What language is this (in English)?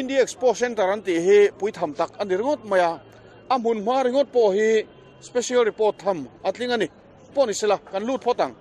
Mizo